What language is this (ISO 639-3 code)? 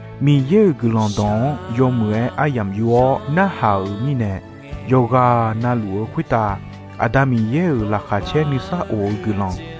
ahk